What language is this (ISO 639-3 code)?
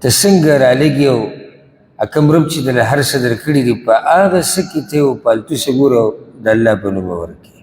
pus